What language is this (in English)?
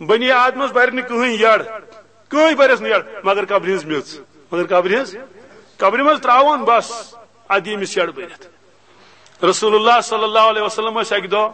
Kashmiri